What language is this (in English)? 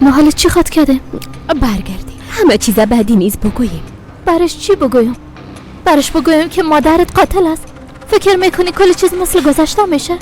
Persian